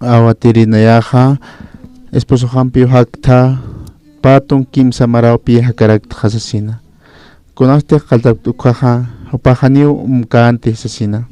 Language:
Aymara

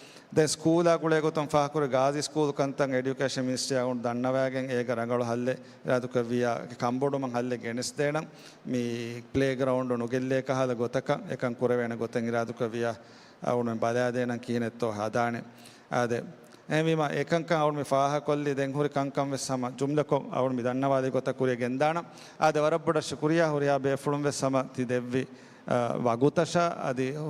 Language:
Divehi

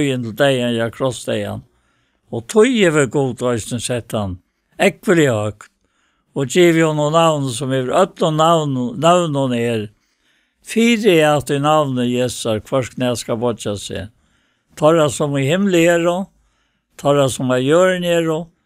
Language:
Faroese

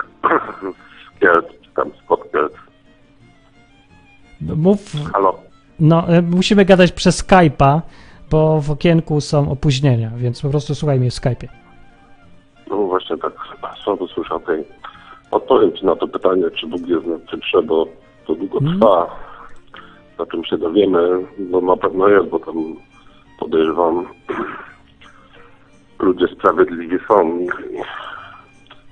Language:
Polish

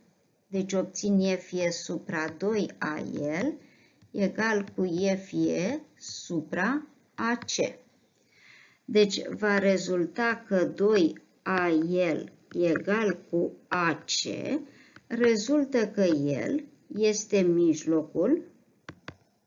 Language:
Romanian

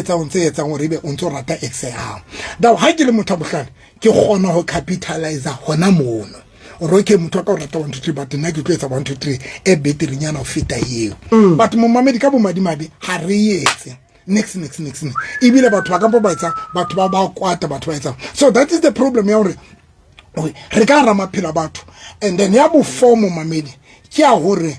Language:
Southern Sotho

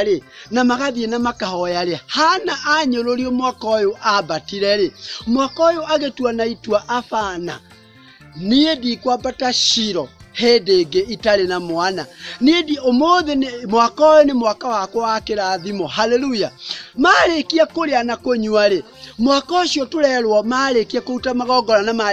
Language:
Kikuyu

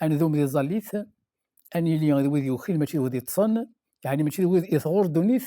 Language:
Kabyle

